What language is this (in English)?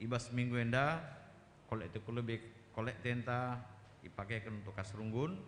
Batak Karo